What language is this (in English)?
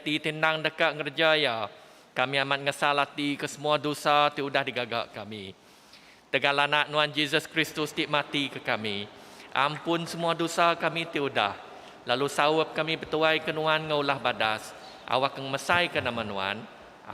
Iban